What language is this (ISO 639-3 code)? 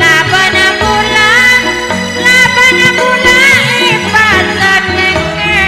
mad